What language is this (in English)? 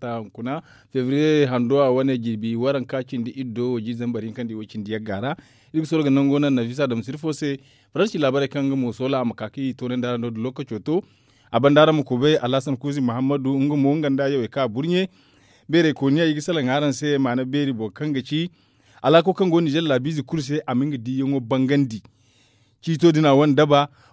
Zarma